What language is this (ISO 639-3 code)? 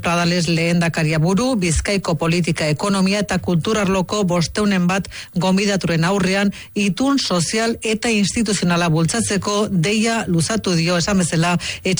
eus